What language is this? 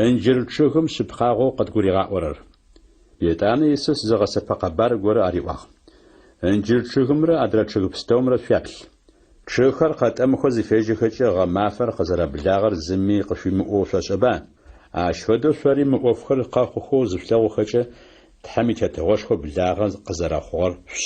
Adyghe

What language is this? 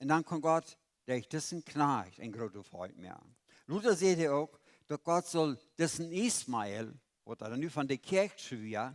Plautdietsch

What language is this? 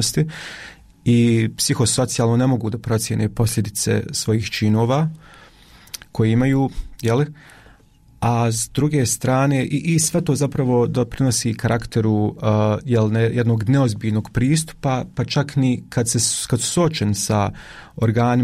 Bosnian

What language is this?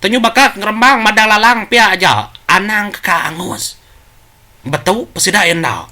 Iban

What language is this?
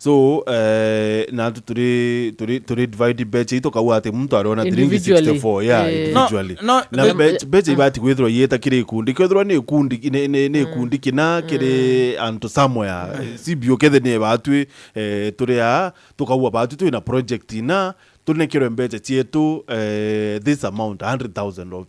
Meru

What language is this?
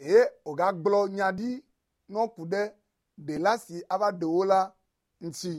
Ewe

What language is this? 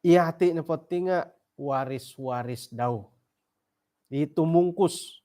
Central Dusun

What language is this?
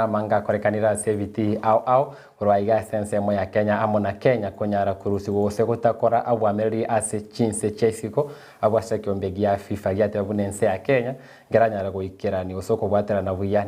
Gusii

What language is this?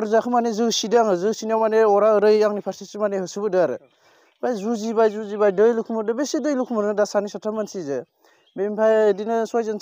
Bodo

